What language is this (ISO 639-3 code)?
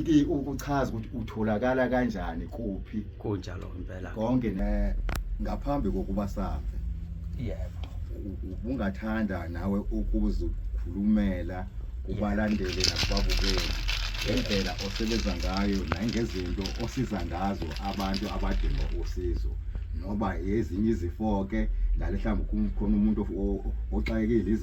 zul